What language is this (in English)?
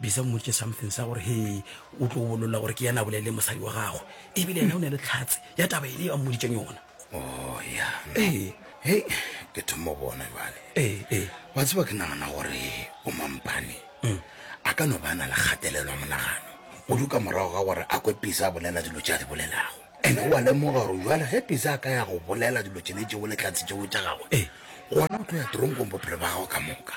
Northern Sotho